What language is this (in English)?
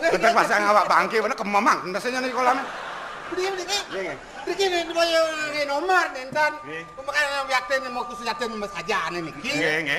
Balinese